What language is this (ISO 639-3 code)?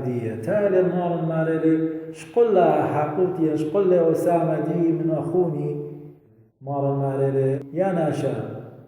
aii